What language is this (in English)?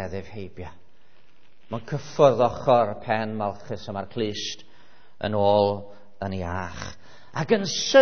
Welsh